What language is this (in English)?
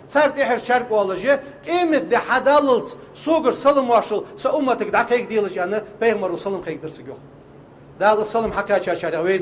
Ingush